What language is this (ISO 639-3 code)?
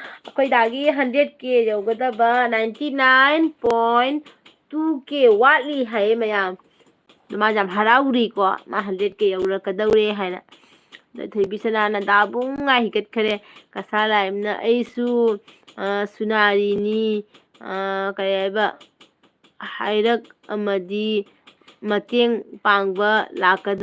mni